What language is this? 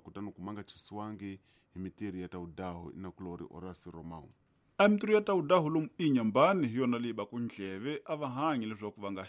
Tsonga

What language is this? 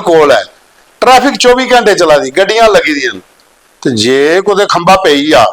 Dogri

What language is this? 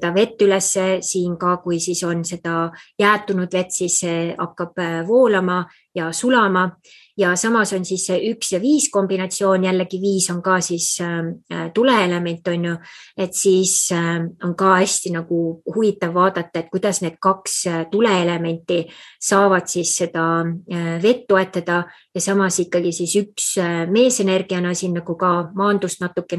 Estonian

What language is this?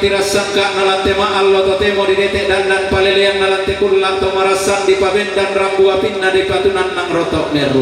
Toraja-Sa'dan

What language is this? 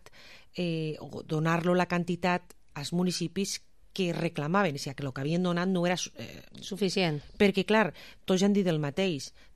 Catalan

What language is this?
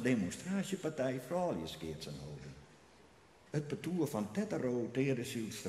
Western Frisian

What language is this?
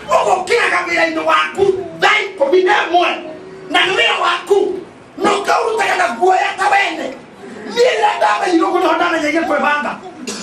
Kikuyu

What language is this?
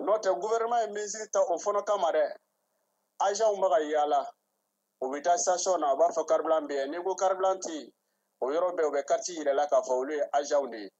Bambara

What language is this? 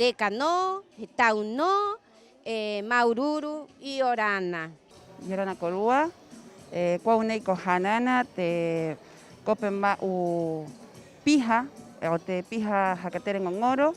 Rapanui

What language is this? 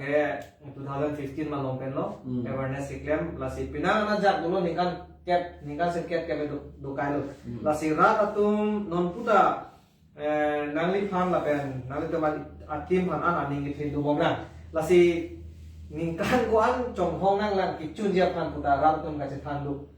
Karbi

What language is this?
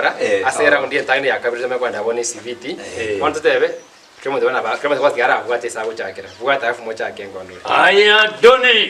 Gusii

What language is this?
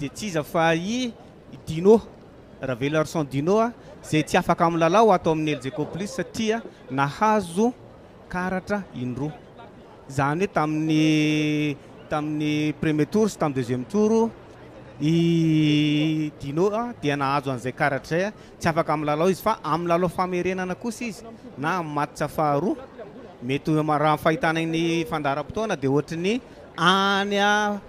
Malagasy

